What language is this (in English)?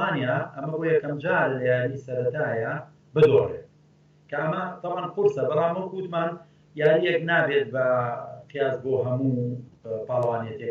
Central Kurdish